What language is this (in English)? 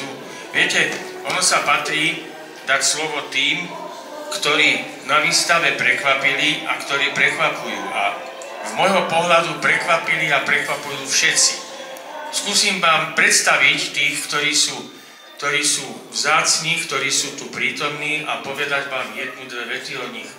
Slovak